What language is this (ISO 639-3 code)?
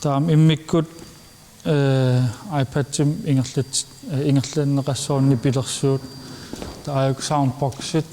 kal